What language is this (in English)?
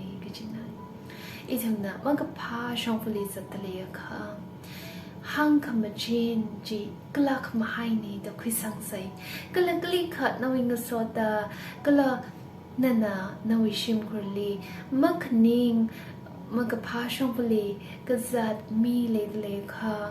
Tangkhul Naga (India)